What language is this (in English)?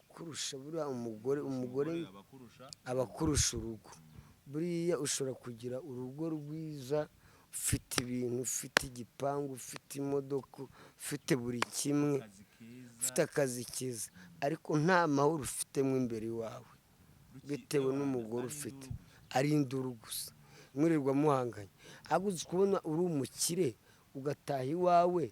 Kinyarwanda